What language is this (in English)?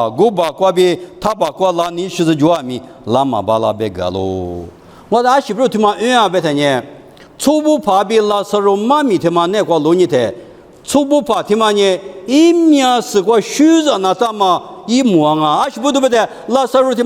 Lisu